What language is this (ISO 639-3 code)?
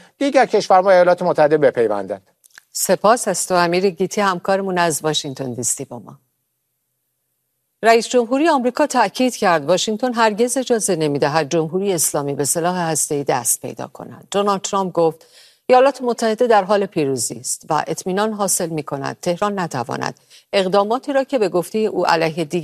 fas